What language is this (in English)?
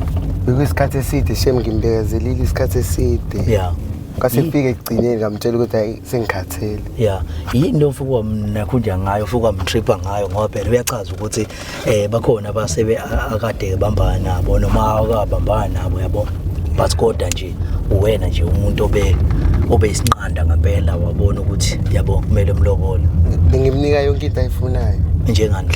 Zulu